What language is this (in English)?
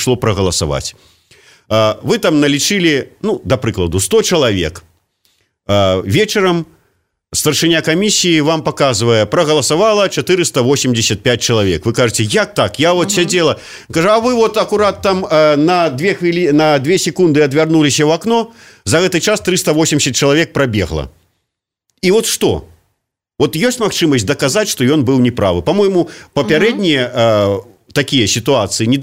Belarusian